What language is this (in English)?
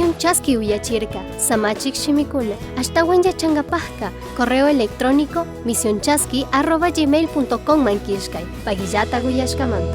Chimborazo Highland Quichua